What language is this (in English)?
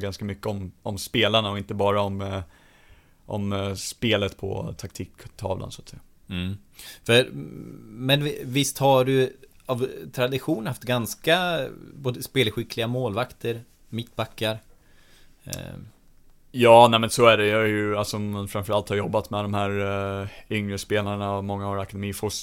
Swedish